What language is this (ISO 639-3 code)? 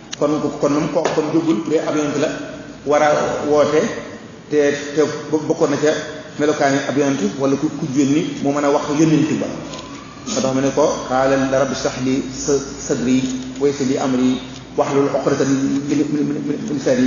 wol